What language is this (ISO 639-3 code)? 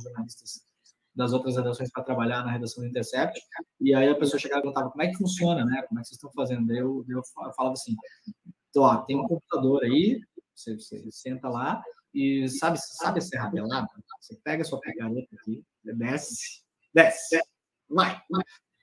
por